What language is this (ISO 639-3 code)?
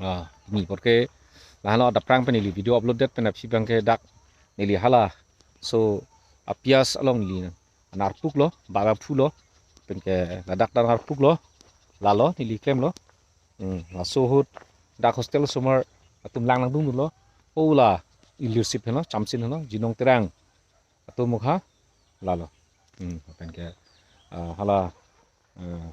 mjw